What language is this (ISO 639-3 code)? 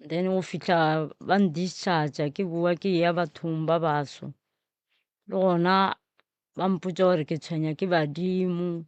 nso